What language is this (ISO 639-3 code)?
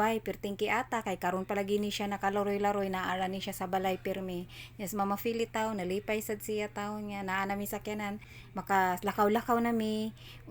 ceb